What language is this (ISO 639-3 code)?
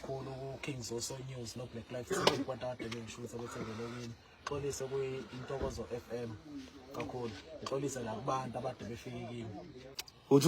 zul